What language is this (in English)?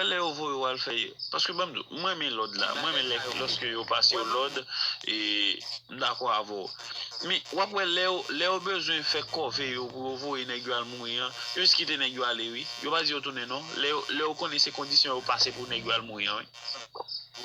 Haitian Creole